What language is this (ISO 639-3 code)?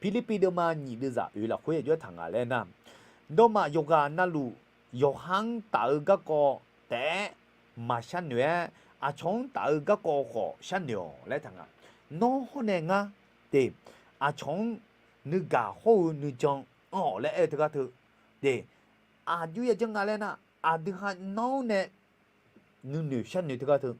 ahk